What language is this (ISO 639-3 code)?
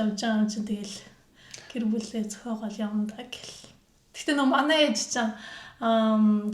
mon